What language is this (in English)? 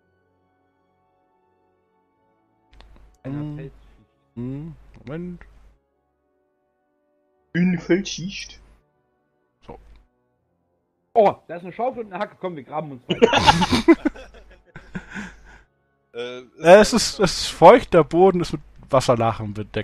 German